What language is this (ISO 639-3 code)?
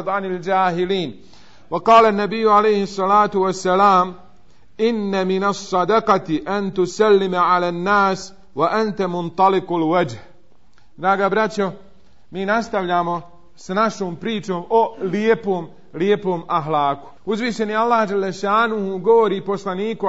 bos